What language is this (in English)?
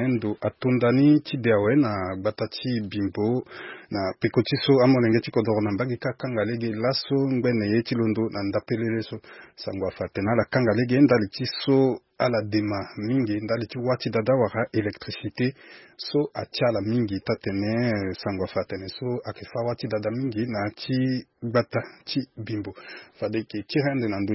Sango